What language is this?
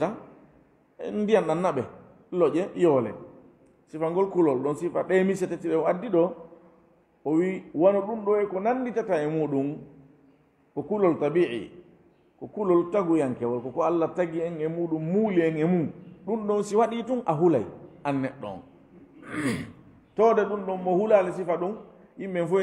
Fula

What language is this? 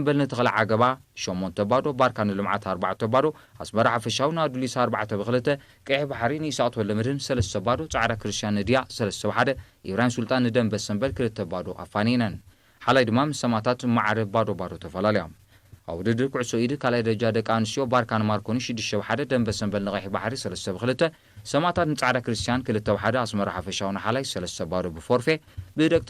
Tigrinya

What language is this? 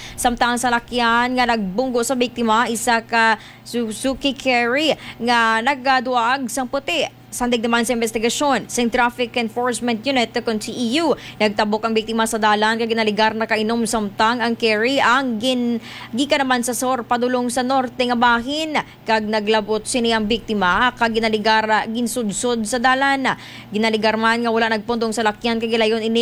Hiligaynon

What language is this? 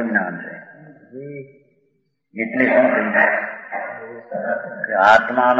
Gujarati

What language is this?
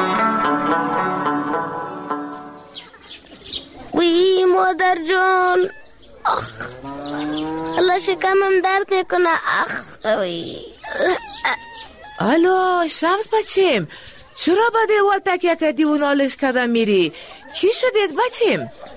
Persian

